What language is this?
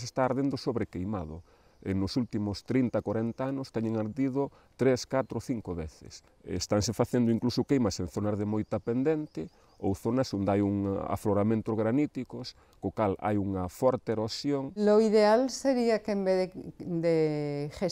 Galician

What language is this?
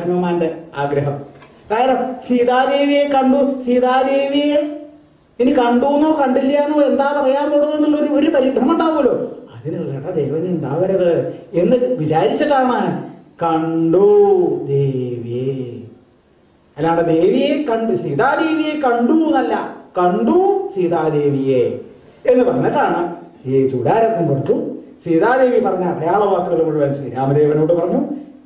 Malayalam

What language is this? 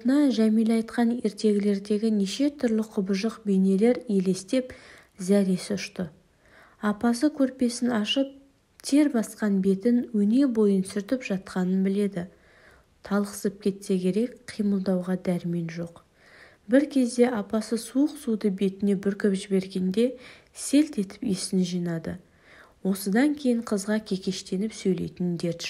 Kazakh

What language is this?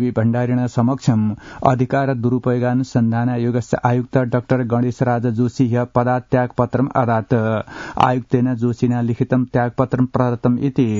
Sanskrit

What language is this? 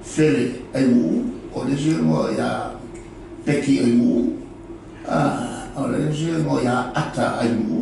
Samoan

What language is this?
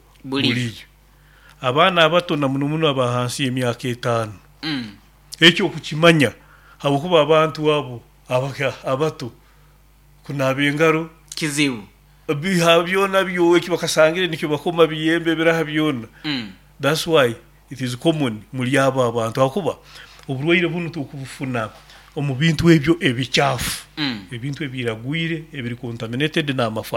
Nyoro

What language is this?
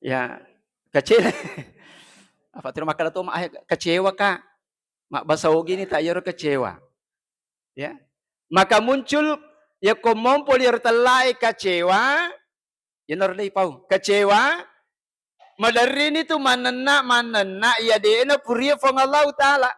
Buginese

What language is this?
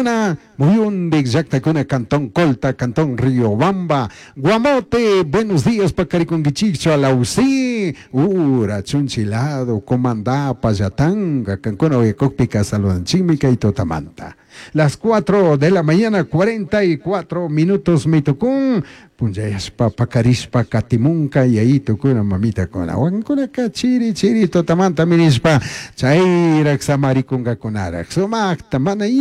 Chimborazo Highland Quichua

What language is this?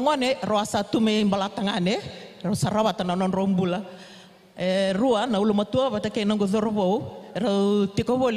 Fijian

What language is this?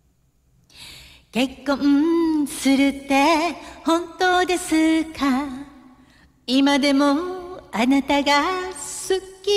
Japanese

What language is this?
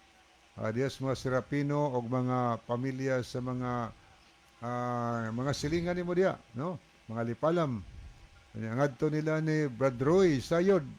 Cebuano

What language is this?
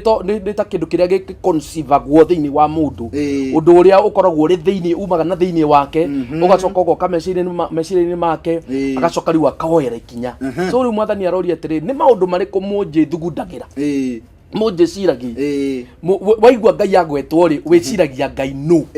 Kikuyu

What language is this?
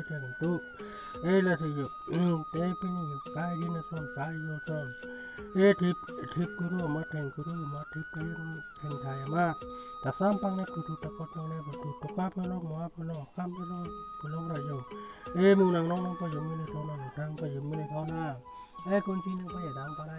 Karbi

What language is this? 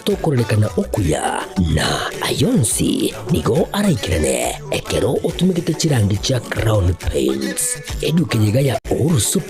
Gusii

